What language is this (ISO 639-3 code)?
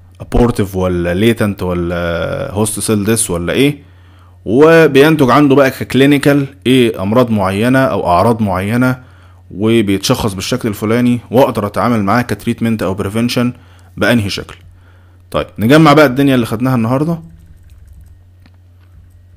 arz